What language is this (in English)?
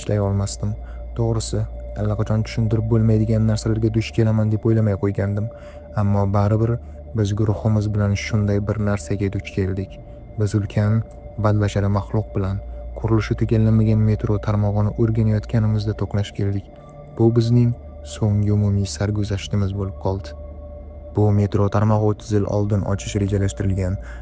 Uzbek